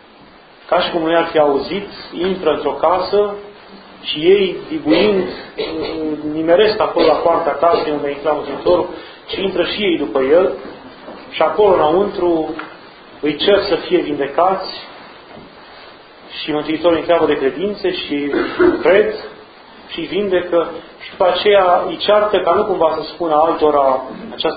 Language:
Romanian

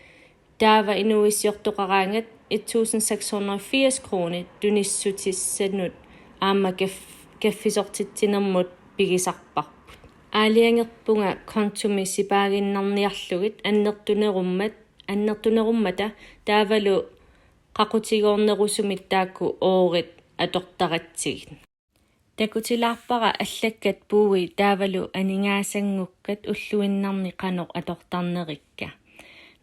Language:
Kalaallisut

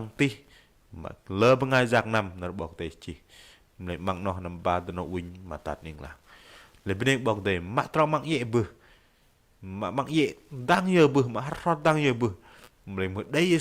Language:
Bahnar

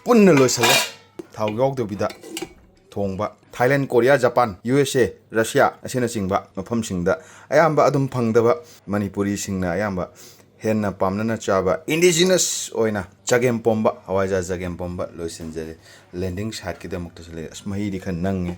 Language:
Manipuri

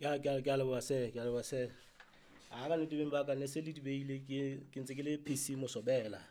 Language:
Southern Sotho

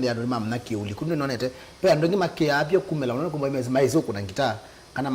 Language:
Kamba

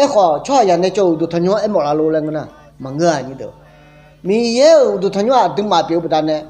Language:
Akha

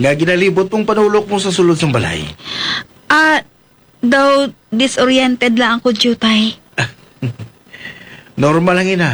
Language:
Hiligaynon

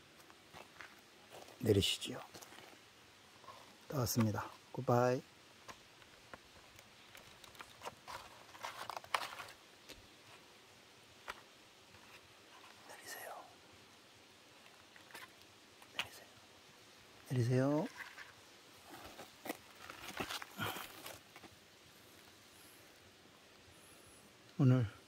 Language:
Korean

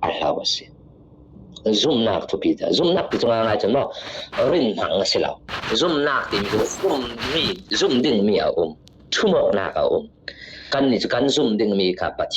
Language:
Falam Chin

